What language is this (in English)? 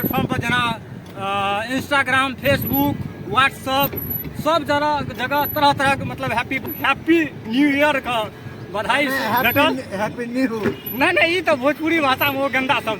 Maithili